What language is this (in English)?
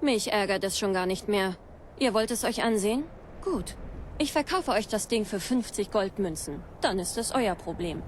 Bavarian